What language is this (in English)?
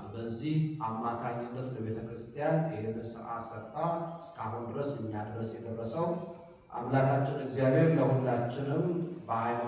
Amharic